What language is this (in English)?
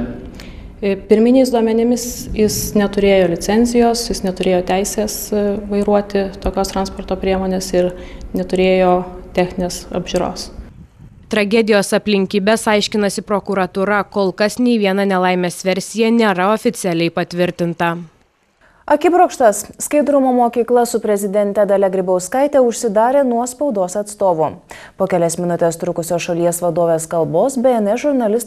Lithuanian